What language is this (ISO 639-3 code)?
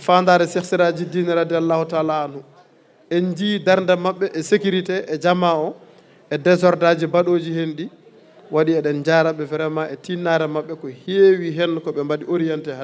ful